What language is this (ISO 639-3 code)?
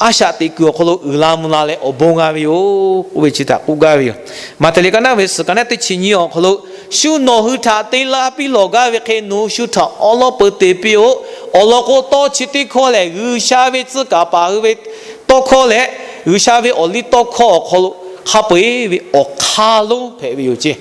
lhu